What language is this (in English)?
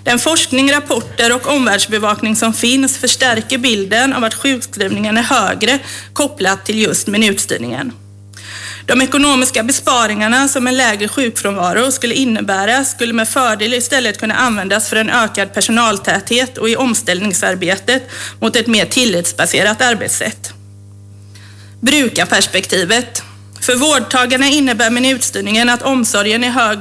Swedish